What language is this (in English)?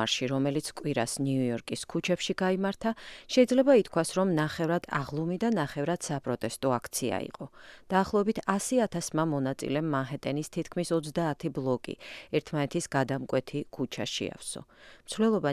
Georgian